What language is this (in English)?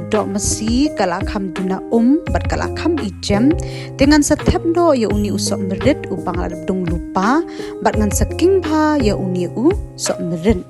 Khasi